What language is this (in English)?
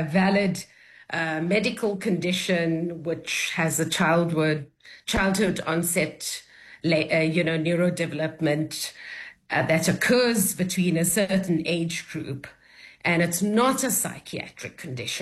English